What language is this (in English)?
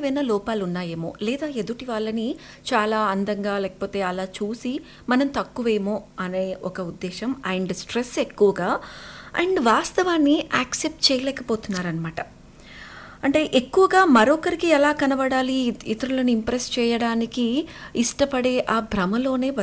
Telugu